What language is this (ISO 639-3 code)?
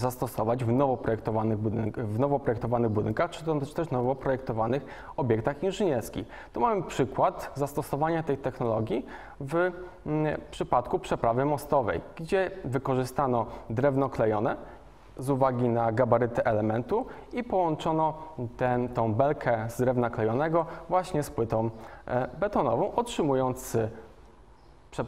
pol